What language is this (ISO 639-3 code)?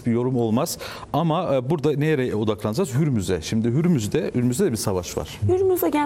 tur